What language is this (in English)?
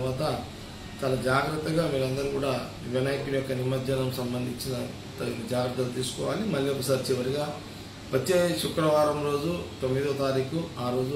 Telugu